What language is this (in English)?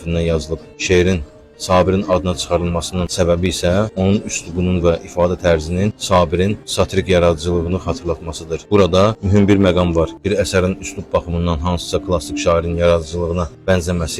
Azerbaijani